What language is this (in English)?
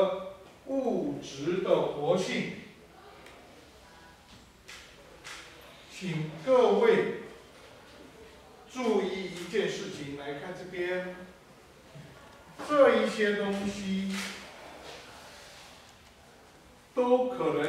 Chinese